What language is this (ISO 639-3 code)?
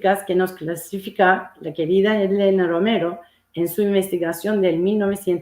lad